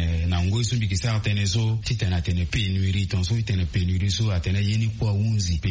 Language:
Sango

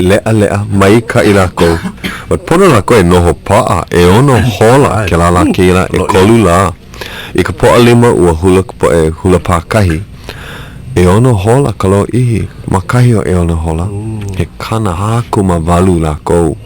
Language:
Hawaiian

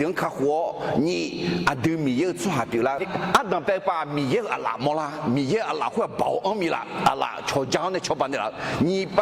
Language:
Akha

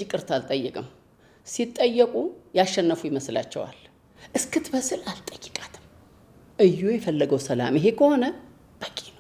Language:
Amharic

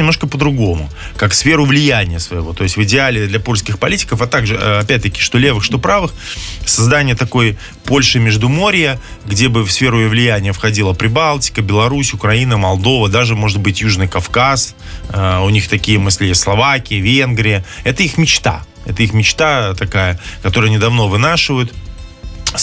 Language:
Russian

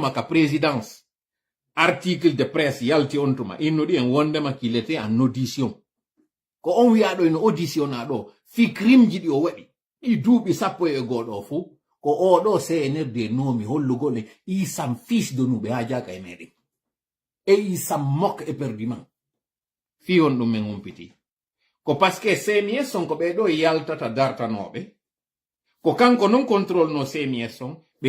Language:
Fula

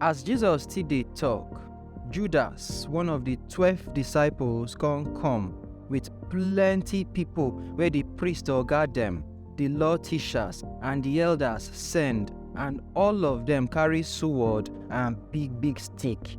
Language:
Nigerian Pidgin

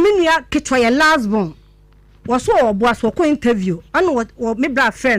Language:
Akan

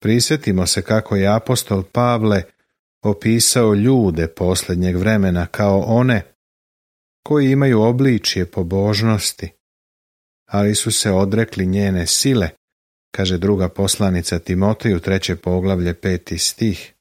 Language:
Serbian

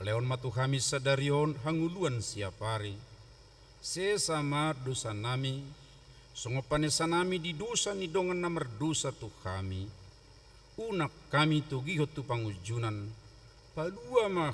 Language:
Batak Toba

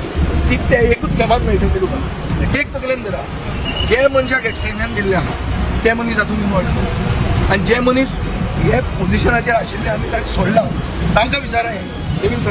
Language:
Konkani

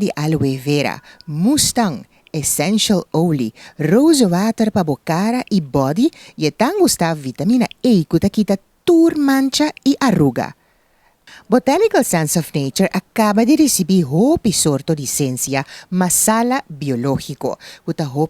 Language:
Papiamento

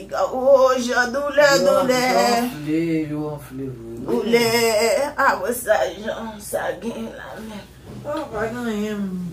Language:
Haitian Creole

